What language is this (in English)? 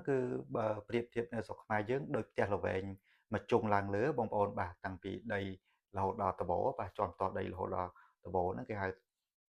Khmer